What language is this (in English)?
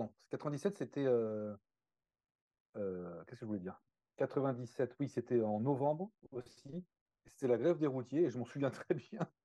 French